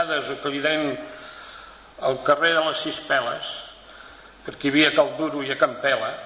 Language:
Catalan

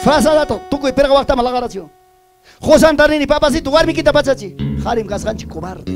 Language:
Ayacucho Quechua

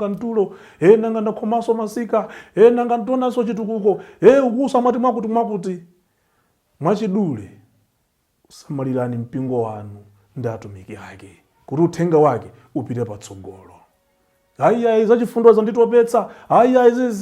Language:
Nyanja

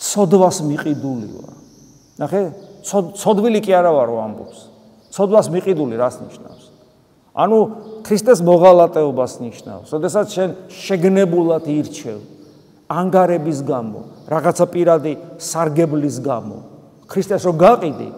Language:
Georgian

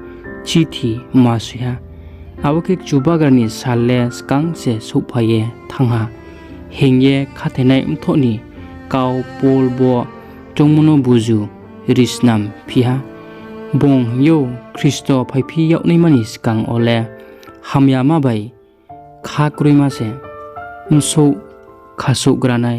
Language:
Riang (India)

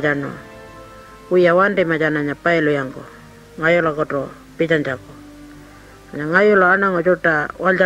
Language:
Pitjantjatjara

